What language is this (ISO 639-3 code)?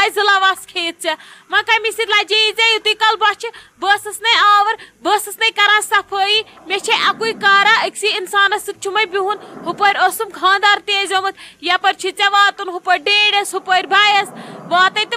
kas